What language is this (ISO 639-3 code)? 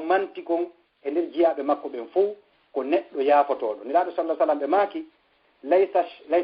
ful